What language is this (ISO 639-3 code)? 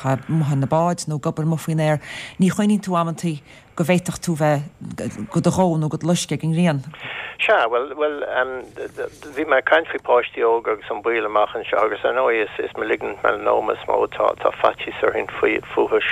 gle